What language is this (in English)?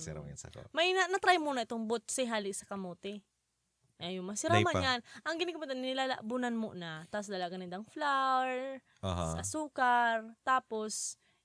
Bikol